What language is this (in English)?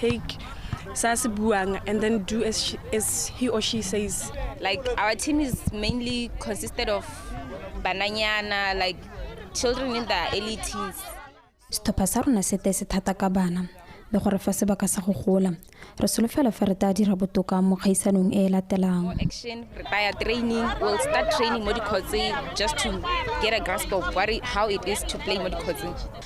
Tswana